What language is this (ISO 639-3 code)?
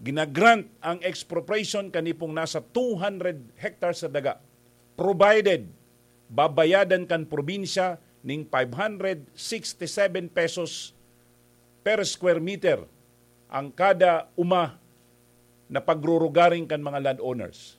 bik